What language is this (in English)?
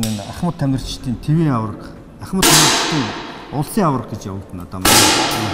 Mongolian